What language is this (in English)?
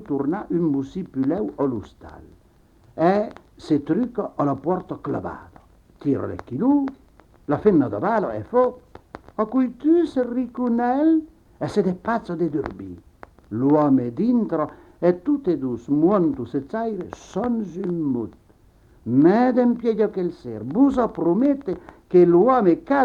Occitan